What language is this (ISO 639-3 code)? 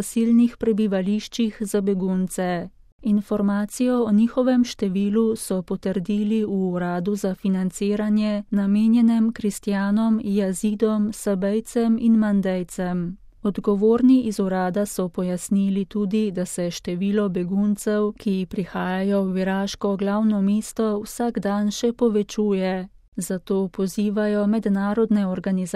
slv